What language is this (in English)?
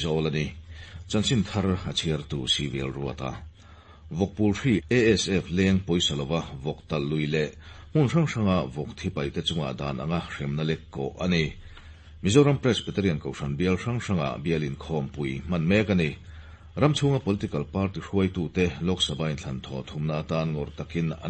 Mizo